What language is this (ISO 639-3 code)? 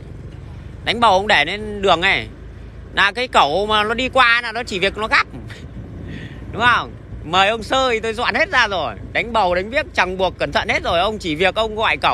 vie